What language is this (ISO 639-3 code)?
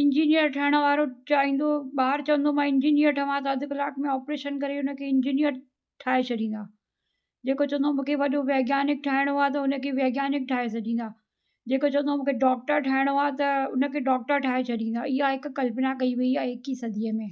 snd